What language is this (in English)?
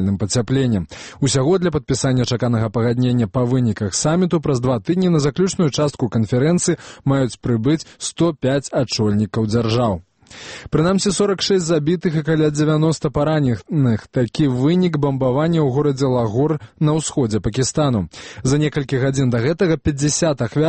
Belarusian